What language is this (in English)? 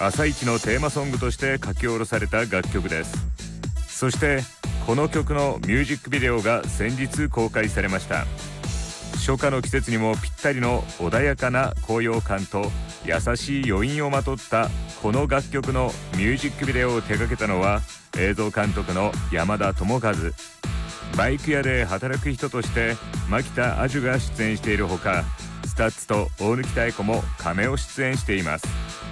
Japanese